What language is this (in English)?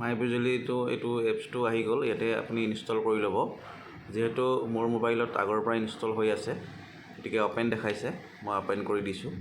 Assamese